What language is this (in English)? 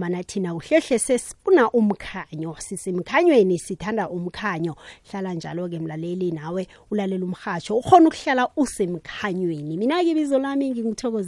South Ndebele